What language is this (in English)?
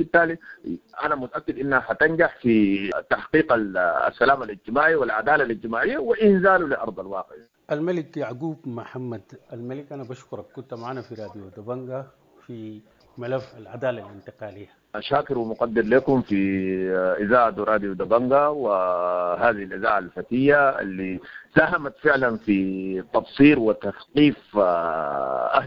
Sudanese Arabic